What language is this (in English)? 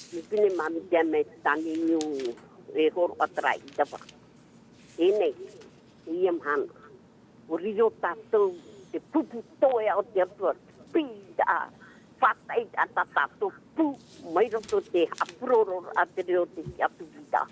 Tahitian